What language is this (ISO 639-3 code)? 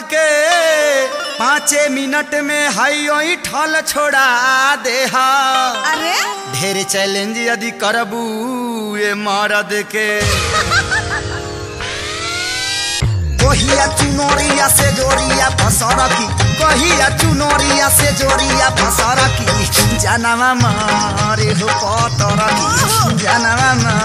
bho